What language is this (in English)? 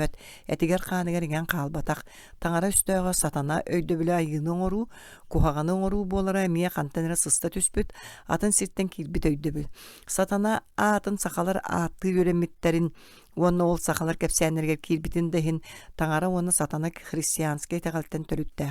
Yakut